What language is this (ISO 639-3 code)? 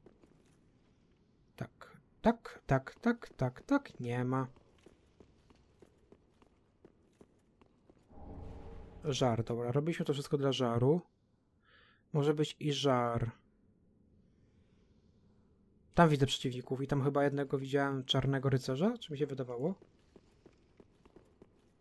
pol